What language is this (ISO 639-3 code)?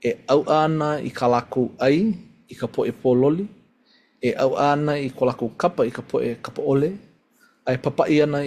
haw